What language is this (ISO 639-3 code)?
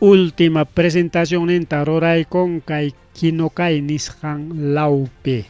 quy